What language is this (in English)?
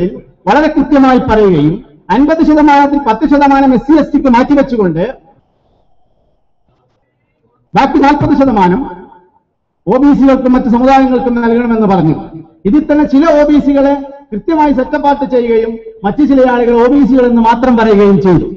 Malayalam